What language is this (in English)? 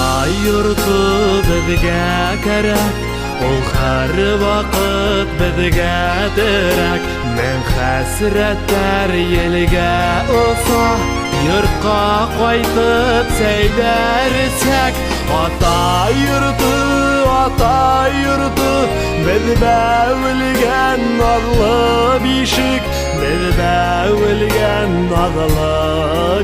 Bashkir